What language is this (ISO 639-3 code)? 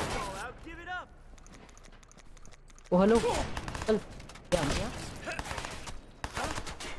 hin